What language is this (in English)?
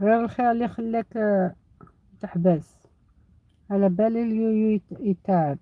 Algerian Arabic